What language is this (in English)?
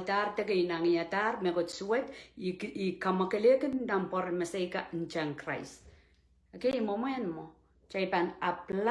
Pohnpeian